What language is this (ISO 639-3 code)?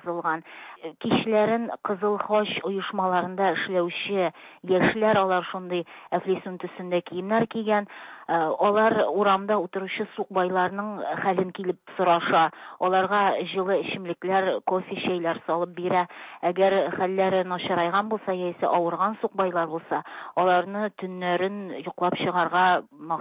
tat